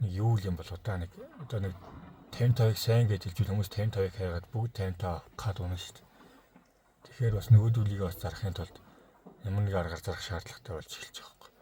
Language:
Mongolian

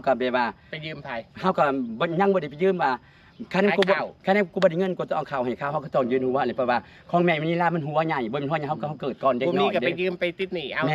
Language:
Northeastern Thai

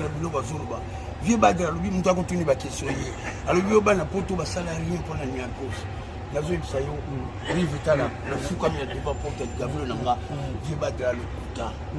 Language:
Lingala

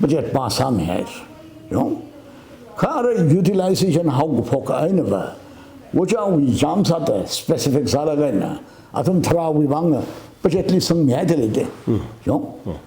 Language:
Tangkhul Naga (India)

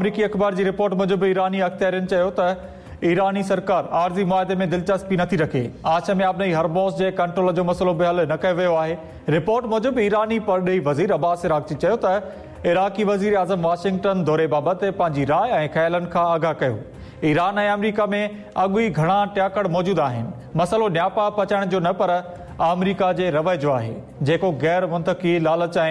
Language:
Sindhi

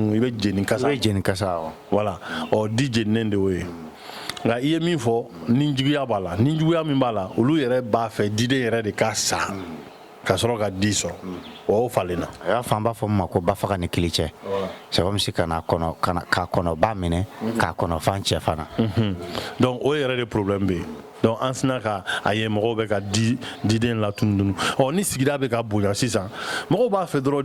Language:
Bambara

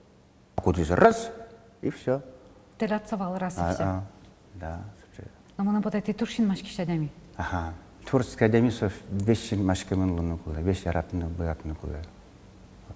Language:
Udmurt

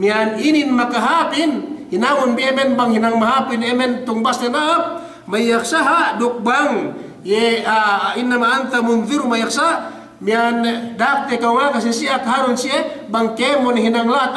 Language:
Yakan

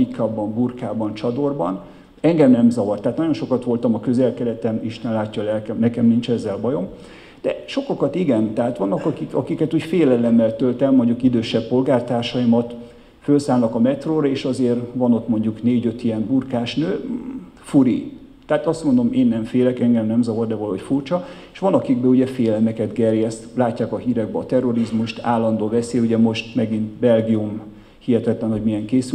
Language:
Hungarian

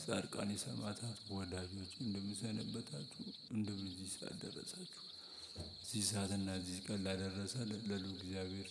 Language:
Amharic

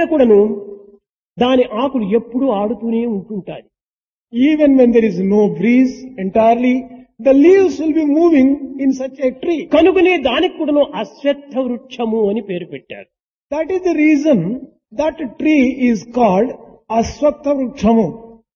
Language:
Telugu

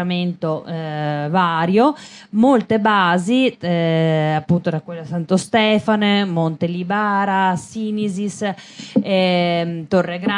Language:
Italian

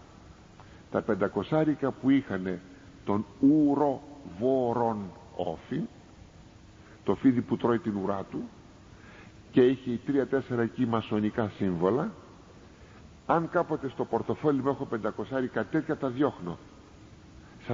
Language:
Greek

